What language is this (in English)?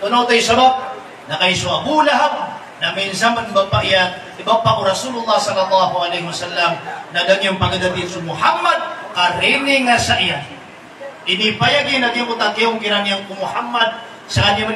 Maranao